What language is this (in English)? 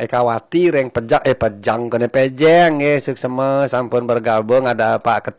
Balinese